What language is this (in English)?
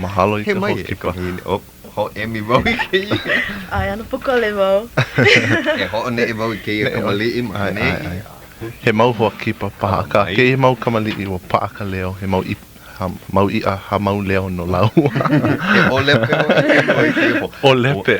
Hawaiian